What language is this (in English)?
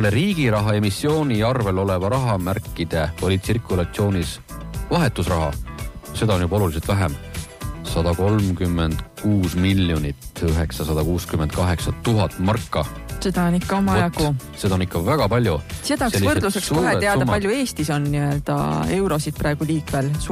Estonian